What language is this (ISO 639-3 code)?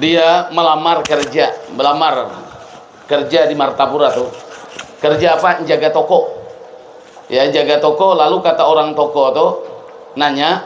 bjn